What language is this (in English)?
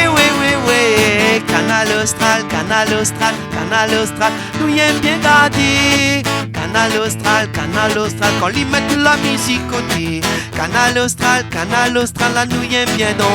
Réunion Creole French